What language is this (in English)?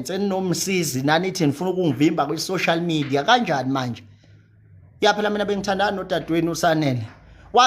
Zulu